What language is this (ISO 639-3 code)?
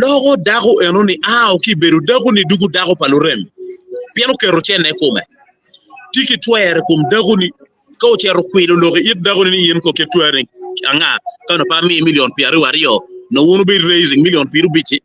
ach